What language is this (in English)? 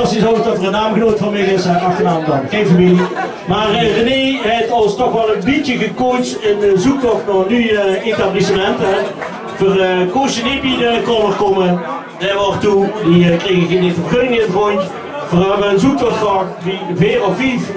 Limburgish